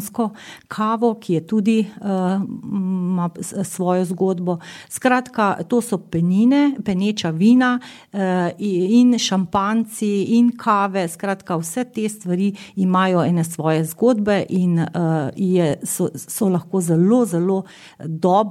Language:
Slovenian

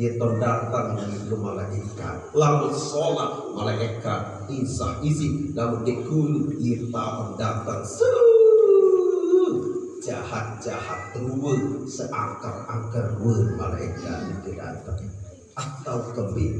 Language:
Sasak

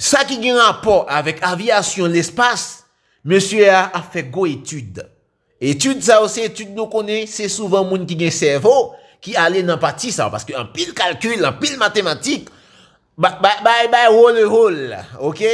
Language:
Haitian Creole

